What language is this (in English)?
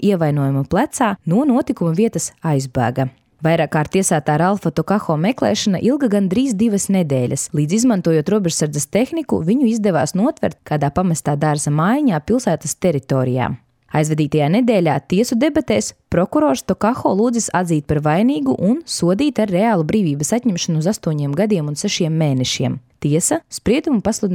Latvian